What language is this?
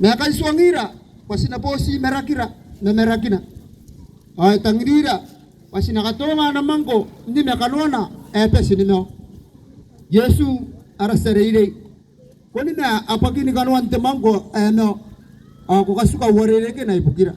Gilbertese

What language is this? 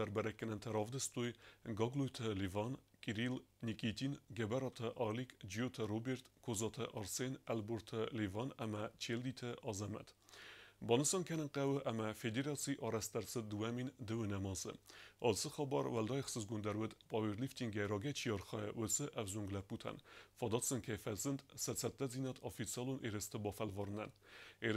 Ossetic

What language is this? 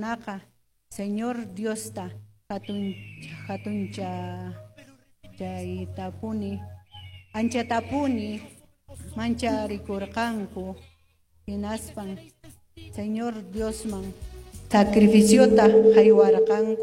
Quechua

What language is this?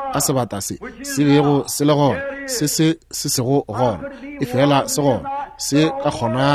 Northern Sotho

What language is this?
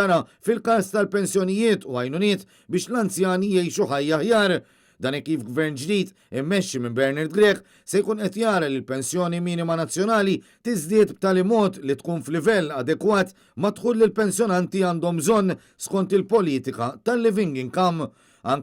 Maltese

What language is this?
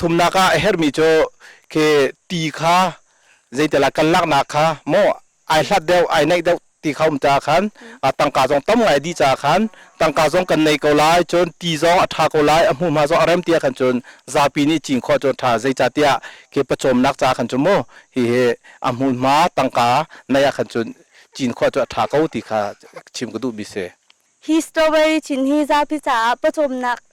Hakha Chin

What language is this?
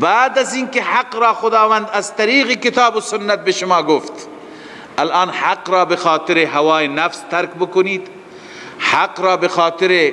Persian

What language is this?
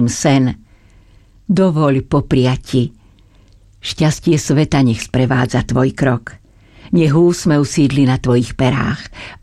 Slovak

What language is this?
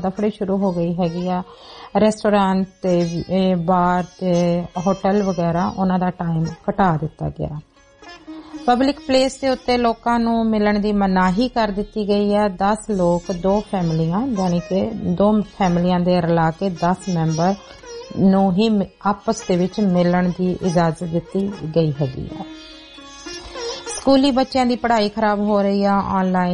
Punjabi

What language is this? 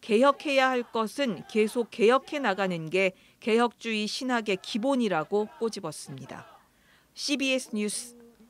Korean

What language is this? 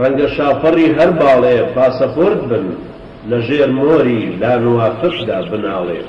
Central Kurdish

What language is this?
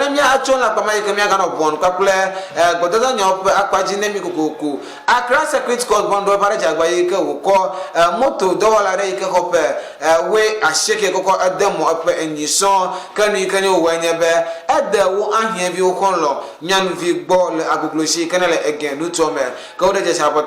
Ewe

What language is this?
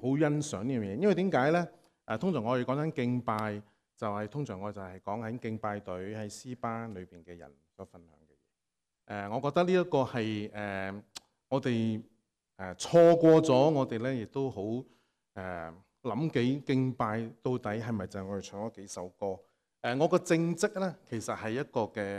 Cantonese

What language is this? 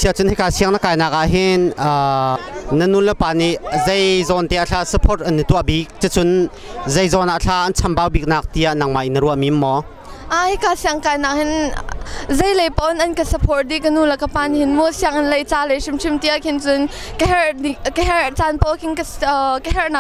Hakha Chin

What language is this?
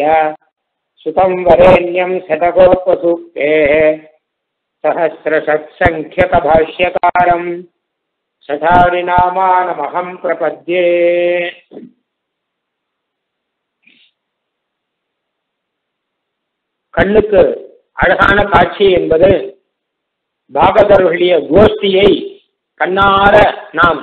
Tamil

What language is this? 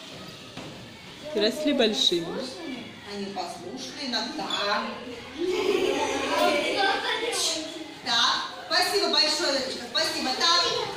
Russian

